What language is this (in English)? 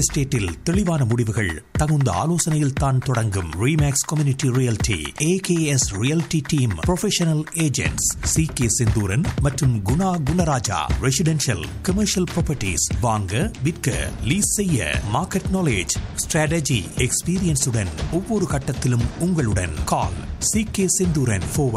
Tamil